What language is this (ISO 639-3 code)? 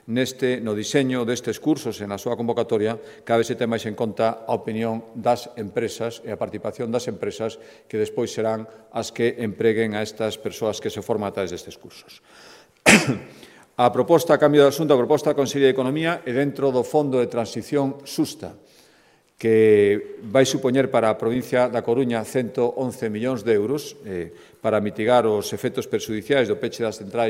glg